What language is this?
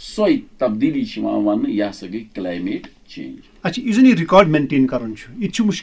Kashmiri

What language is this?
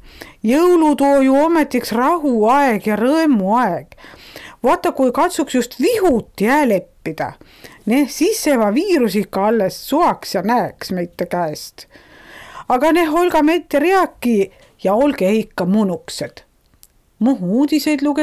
Estonian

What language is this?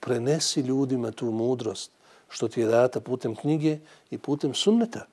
Bosnian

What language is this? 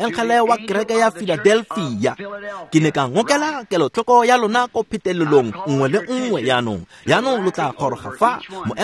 Tswana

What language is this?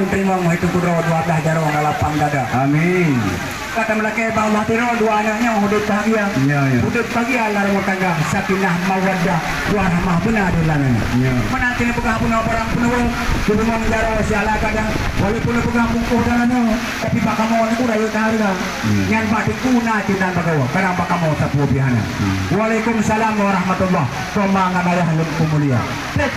Achinese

